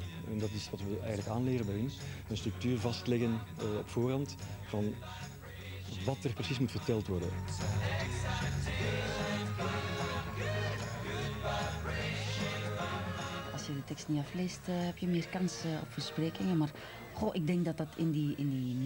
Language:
Dutch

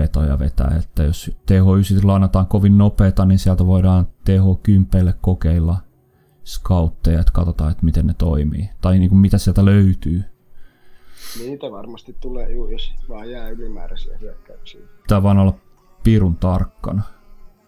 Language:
Finnish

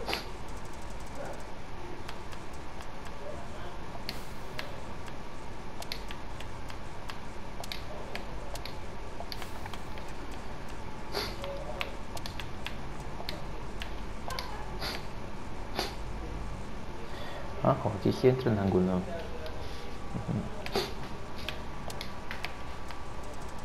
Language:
Spanish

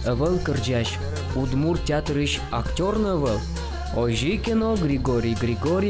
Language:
Udmurt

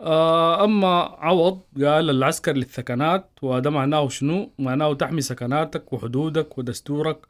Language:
Sudanese Arabic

